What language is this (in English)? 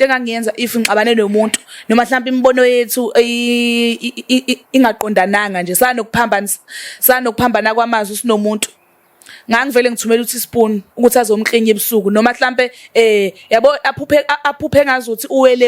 Zulu